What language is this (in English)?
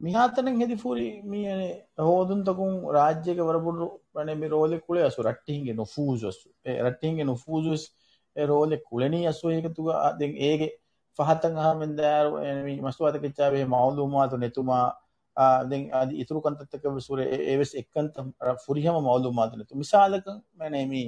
Divehi